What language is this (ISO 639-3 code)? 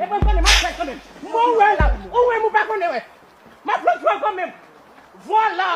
hat